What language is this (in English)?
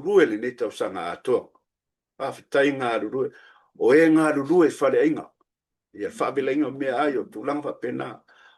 Samoan